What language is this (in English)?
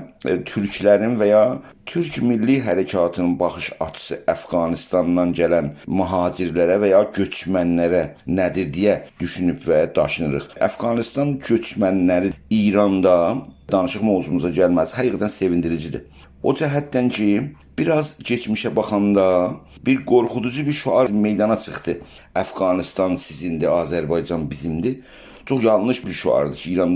South Azerbaijani